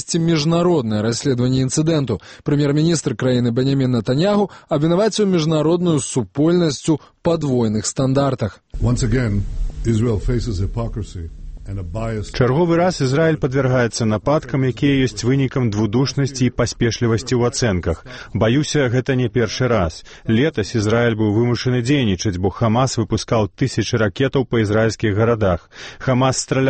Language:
Belarusian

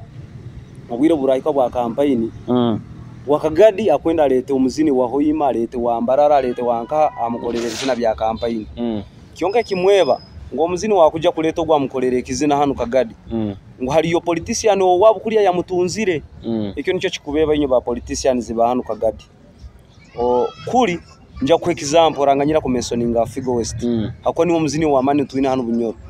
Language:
Nyoro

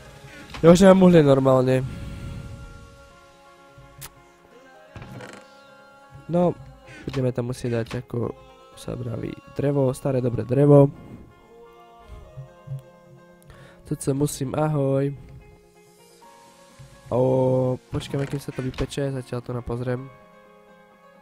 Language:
Slovak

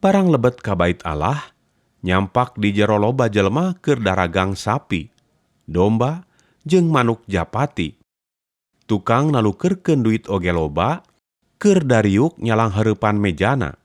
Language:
Sundanese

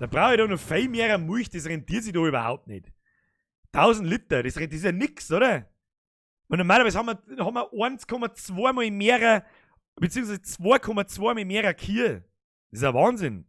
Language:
Bavarian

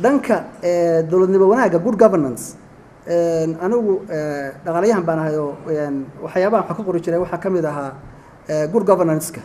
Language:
Somali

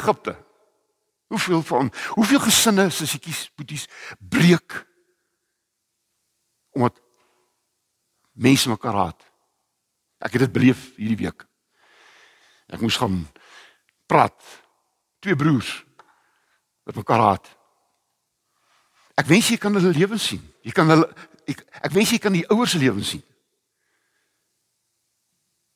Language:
Afrikaans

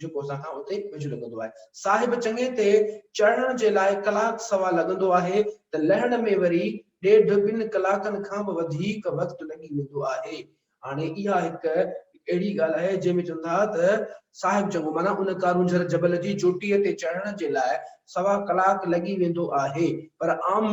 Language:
Sindhi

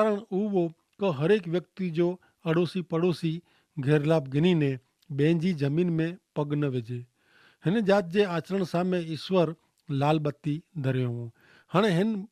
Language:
Kachhi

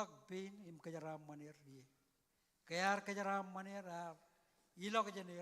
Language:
Marshallese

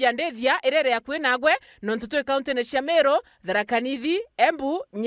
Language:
Meru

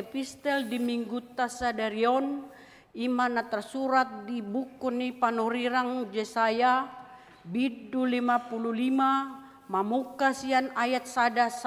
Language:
Batak Toba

